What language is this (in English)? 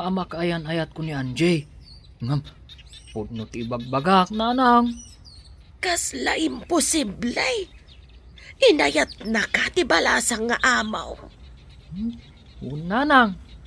Iloko